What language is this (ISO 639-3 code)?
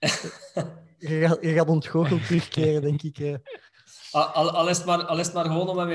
nld